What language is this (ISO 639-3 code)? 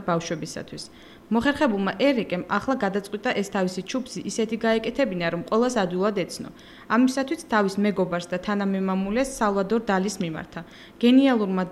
kat